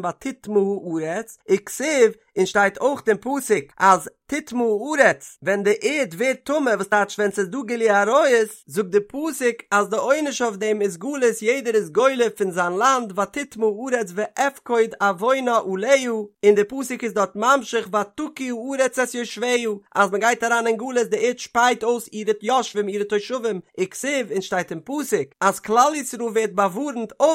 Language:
Yiddish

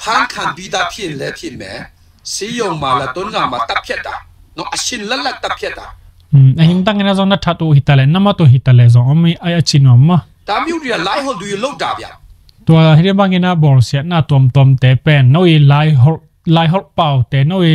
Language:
Tedim Chin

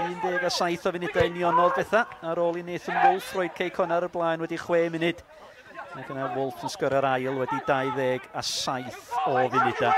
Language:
Welsh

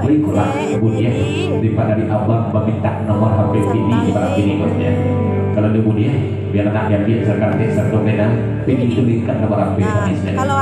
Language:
Minangkabau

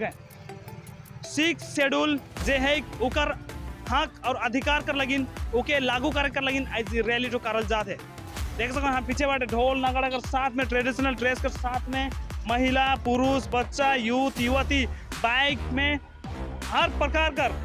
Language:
Sadri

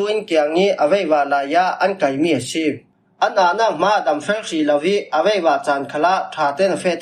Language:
Falam Chin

